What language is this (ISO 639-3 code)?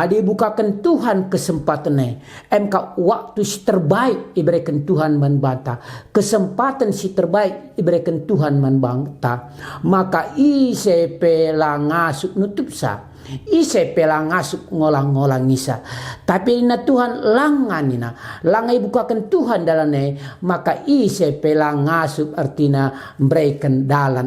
btx